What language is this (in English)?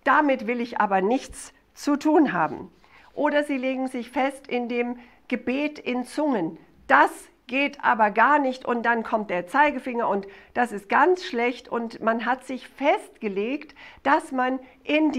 German